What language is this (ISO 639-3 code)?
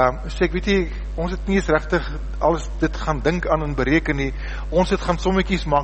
afr